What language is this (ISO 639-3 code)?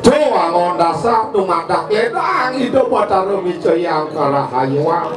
ban